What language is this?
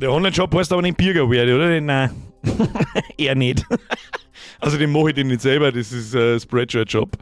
Bavarian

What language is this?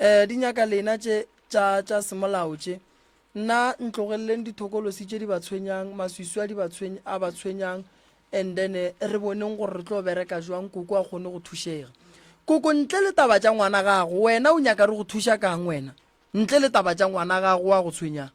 Northern Sotho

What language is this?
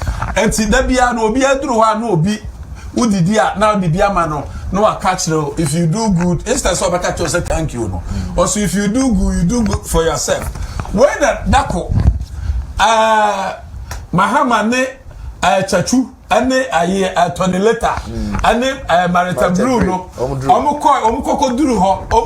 Akan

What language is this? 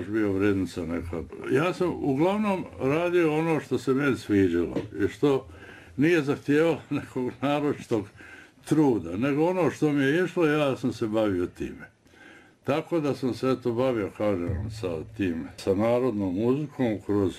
Bosnian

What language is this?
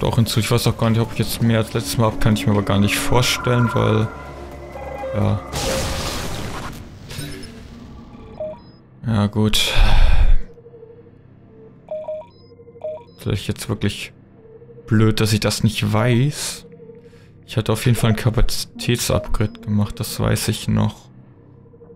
German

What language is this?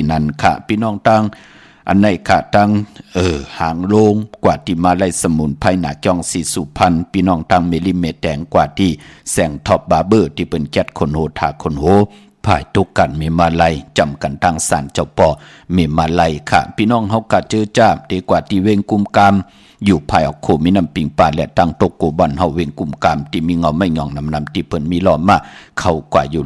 Shan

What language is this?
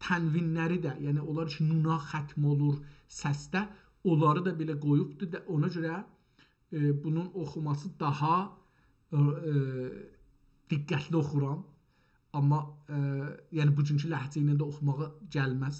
South Azerbaijani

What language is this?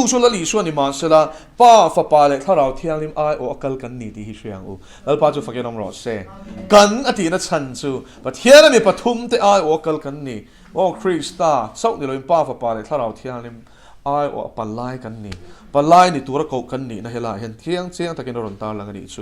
Mizo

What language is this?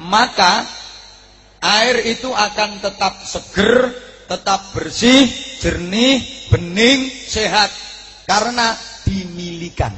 Javanese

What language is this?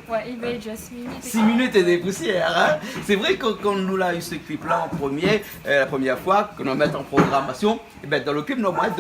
Réunion Creole French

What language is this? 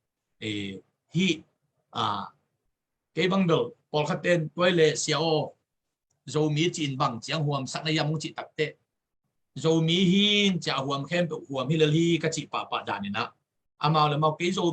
Tedim Chin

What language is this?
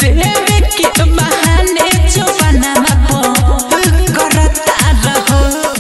Bhojpuri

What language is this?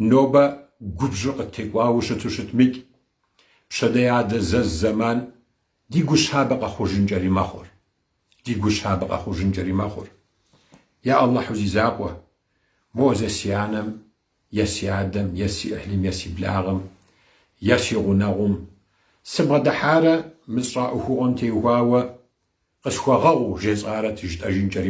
Kabardian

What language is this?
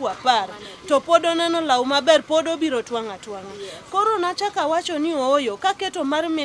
Luo (Kenya and Tanzania)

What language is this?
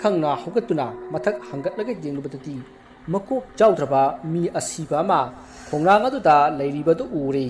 Manipuri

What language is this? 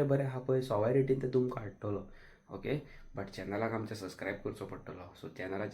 Konkani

